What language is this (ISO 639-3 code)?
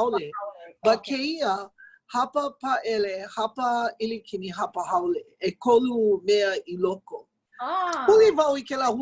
haw